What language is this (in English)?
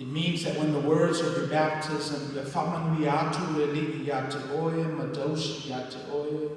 Samoan